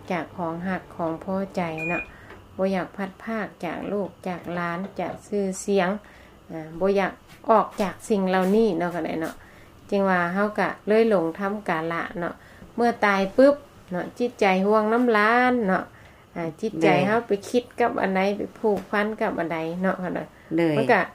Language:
Lao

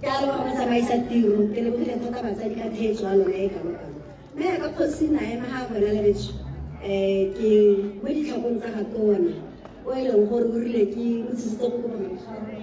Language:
Tswana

